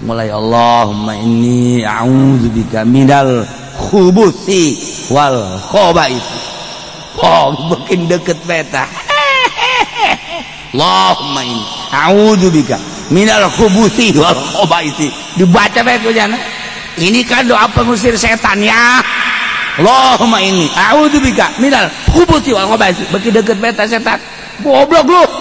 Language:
Sundanese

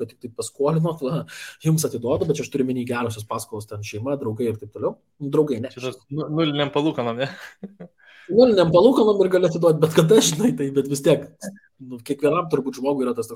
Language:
Lithuanian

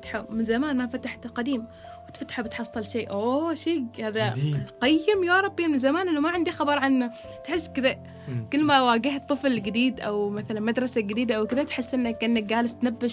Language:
Gulf Arabic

